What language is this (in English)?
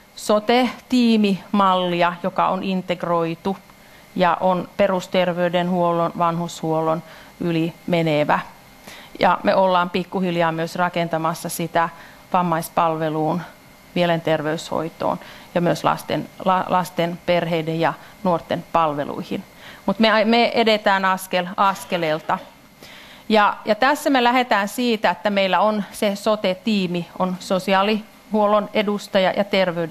Finnish